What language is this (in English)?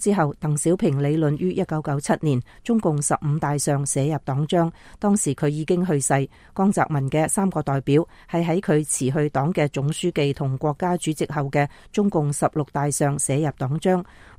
Cantonese